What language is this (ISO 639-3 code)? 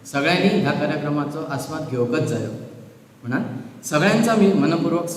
kok